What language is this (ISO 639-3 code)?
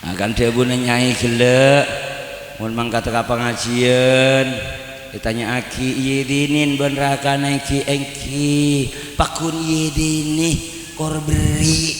mad